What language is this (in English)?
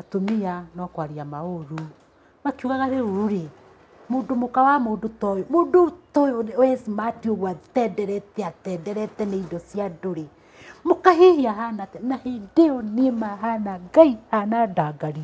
Kikuyu